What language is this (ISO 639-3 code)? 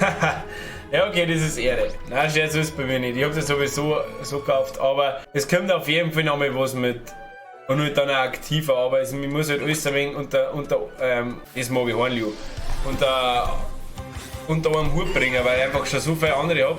bar